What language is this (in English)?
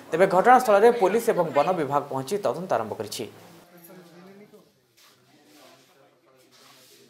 Odia